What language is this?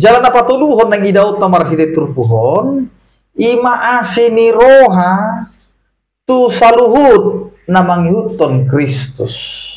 Batak Toba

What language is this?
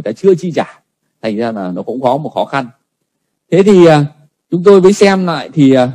Vietnamese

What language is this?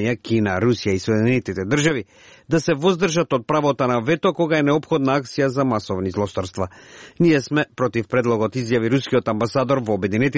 Macedonian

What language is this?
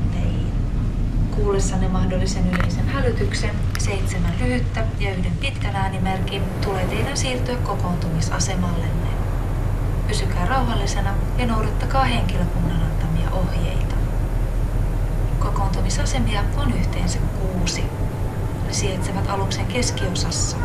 Finnish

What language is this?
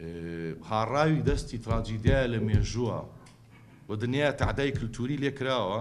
Central Kurdish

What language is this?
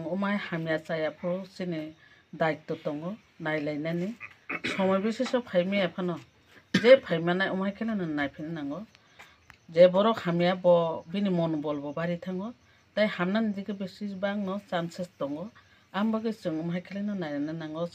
Kok Borok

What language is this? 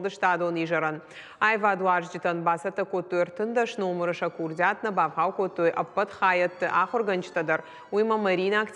Ossetic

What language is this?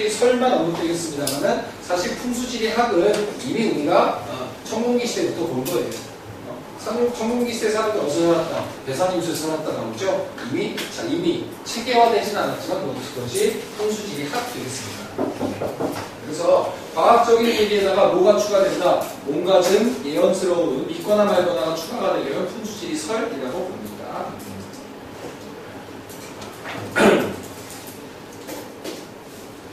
Korean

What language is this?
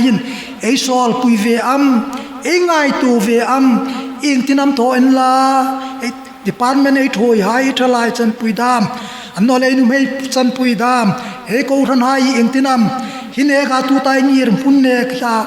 Hmar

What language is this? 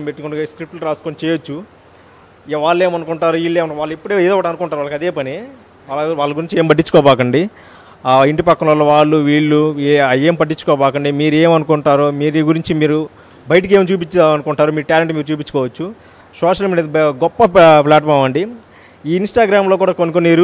Telugu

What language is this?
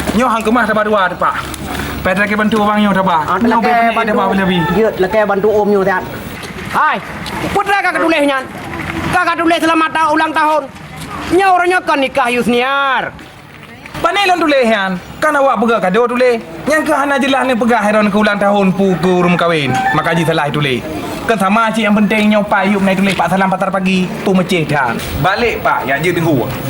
Achinese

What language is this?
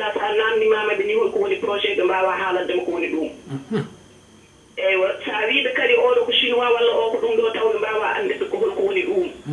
Fula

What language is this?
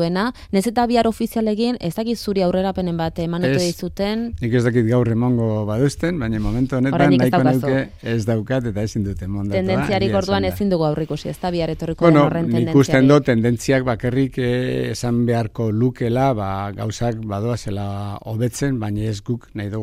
Basque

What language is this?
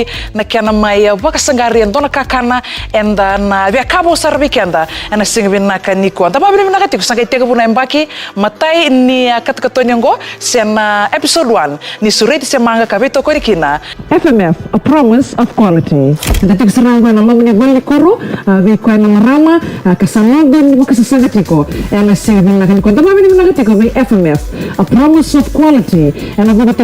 Fijian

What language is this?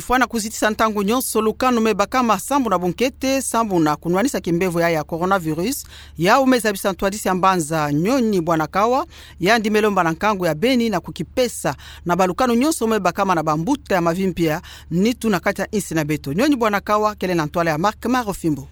Kituba (Democratic Republic of Congo)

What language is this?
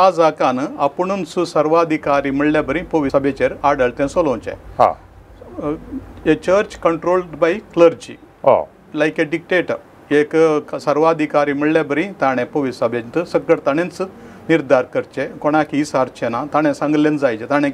Konkani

